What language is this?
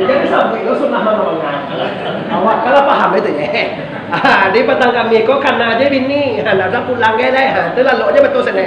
Minangkabau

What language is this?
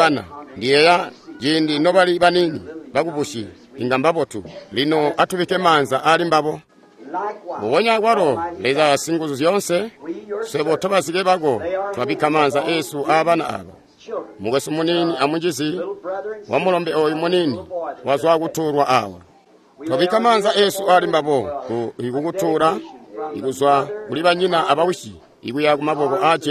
Tonga (Zambia)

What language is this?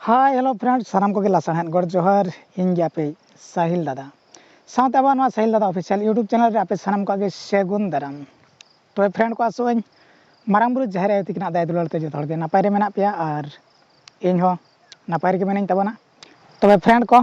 Santali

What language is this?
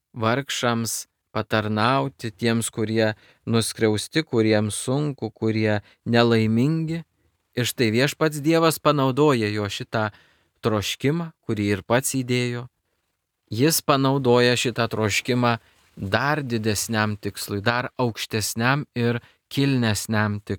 Lithuanian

